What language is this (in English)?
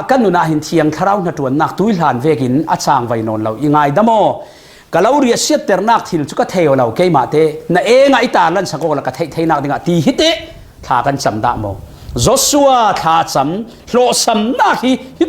Falam Chin